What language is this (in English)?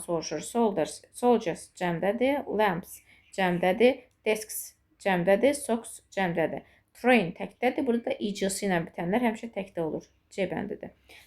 Azerbaijani